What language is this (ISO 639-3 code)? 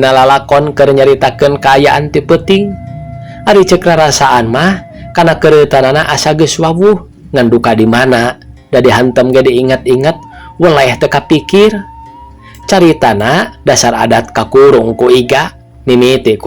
sun